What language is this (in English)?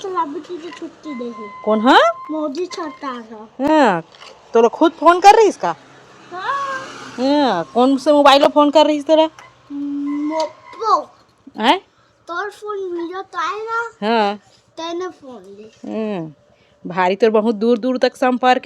Chhattisgarhi